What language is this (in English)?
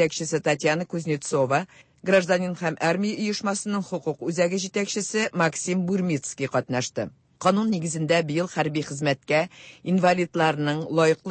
Tatar